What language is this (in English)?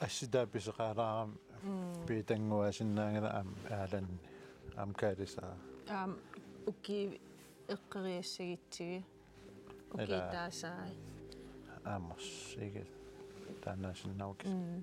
Kalaallisut